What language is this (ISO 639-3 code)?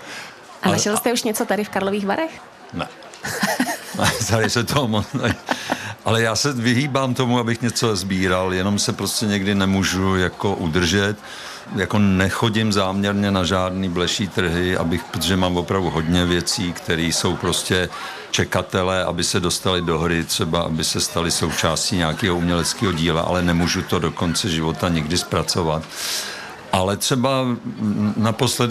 ces